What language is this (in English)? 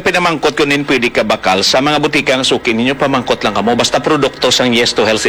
Hiligaynon